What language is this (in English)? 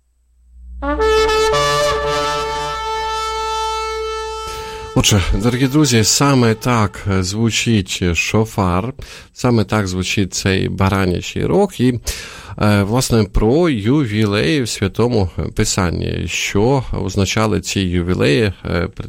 Ukrainian